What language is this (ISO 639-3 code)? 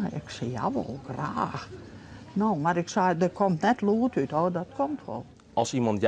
fry